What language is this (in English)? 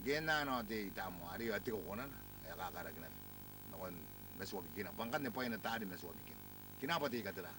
Gilbertese